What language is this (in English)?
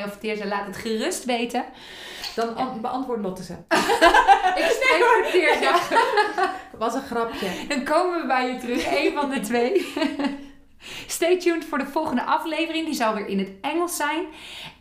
Dutch